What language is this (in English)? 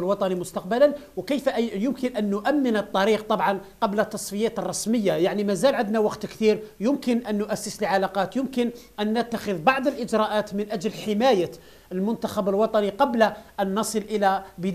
Algerian Arabic